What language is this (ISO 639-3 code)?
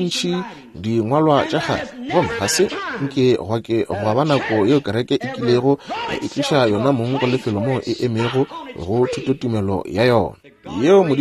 nso